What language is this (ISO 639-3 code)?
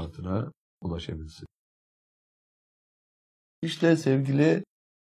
tur